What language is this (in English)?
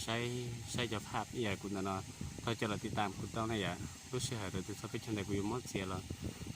Hmong